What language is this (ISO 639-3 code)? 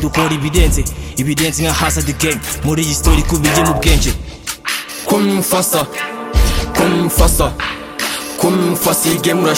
kin